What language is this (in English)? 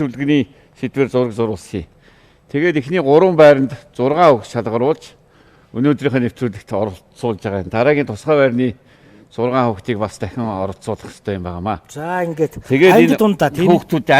Mongolian